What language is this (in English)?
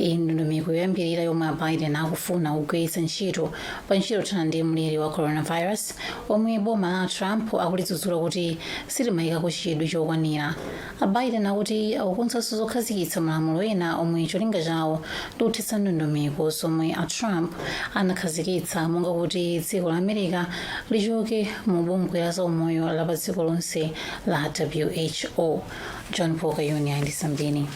Nyanja